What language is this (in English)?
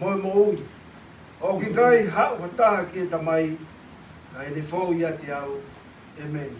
Tongan